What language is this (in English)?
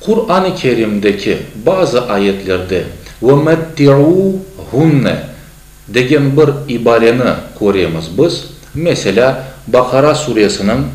Crimean Tatar